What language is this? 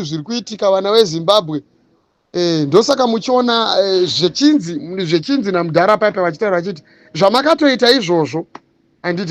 Shona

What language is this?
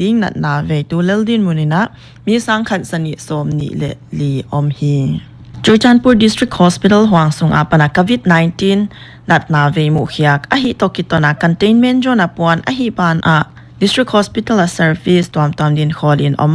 Paite Chin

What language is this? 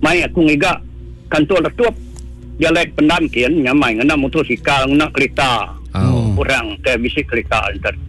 Iban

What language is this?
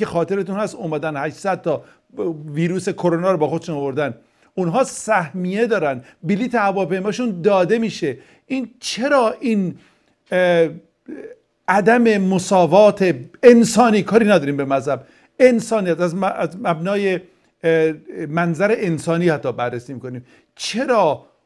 Persian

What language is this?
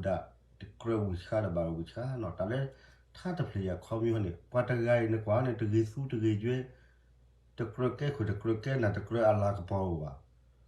S'gaw Karen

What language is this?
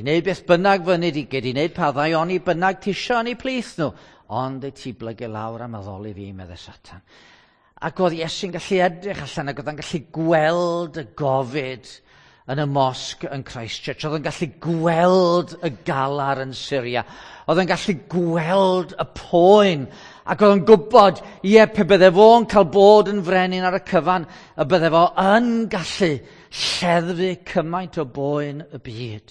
Welsh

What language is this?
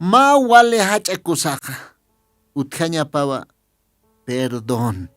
Aymara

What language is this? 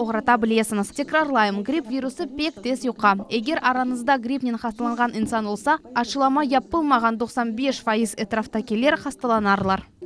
Crimean Tatar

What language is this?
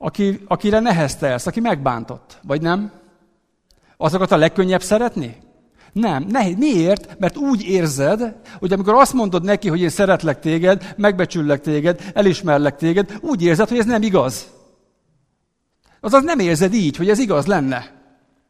Hungarian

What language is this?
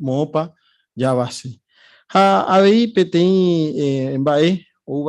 Guarani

